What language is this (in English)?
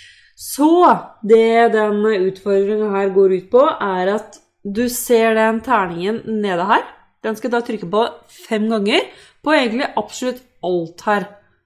Norwegian